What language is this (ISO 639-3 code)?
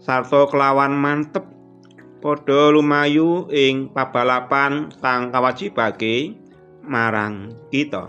jav